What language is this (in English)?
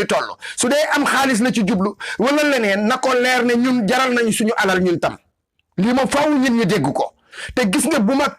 Wolof